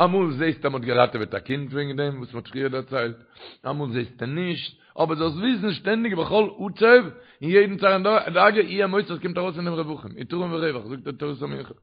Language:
Yiddish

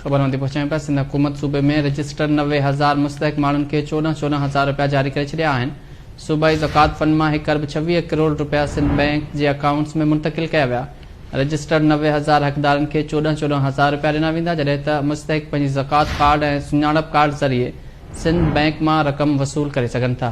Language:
Sindhi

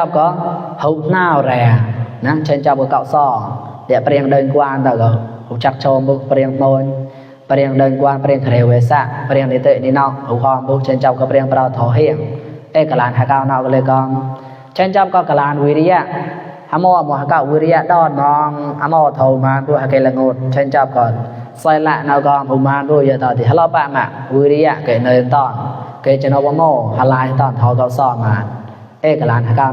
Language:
Mon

